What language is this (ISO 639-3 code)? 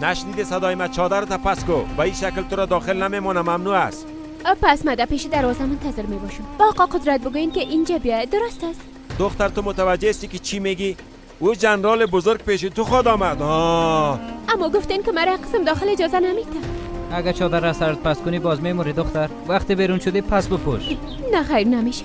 fas